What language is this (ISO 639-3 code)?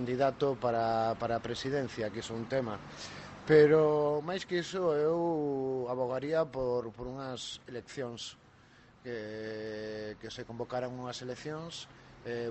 glg